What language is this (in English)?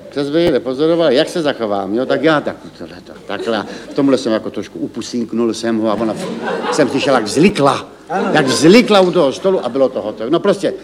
Czech